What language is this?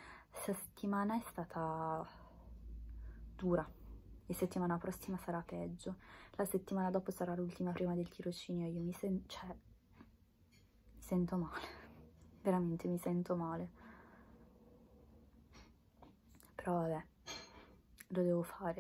Italian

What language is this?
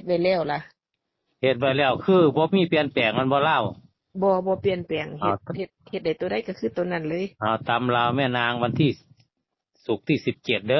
Northeastern Thai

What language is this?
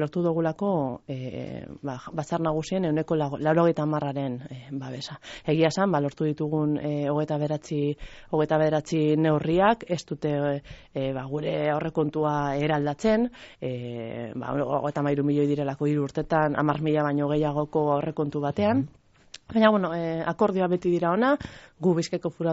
Basque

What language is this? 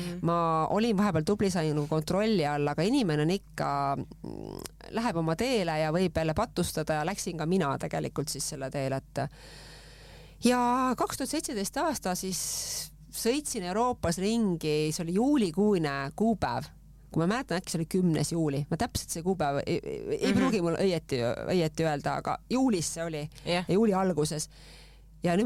Estonian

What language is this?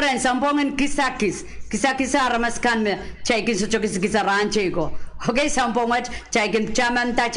Pohnpeian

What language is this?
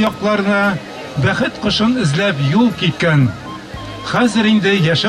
Bashkir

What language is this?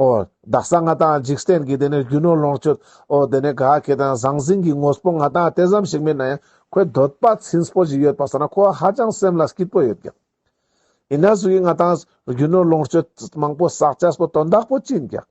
Ladakhi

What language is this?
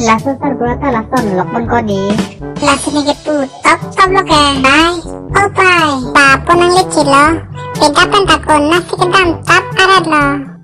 Karbi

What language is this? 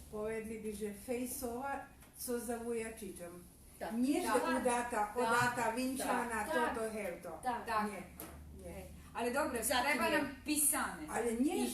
Rusyn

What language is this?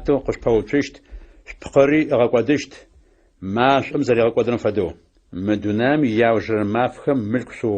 Adyghe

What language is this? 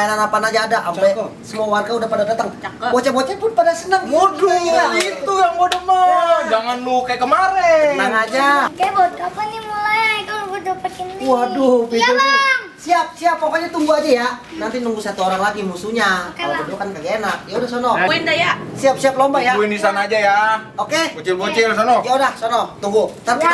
Betawi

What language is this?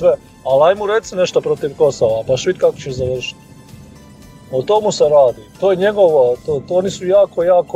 Croatian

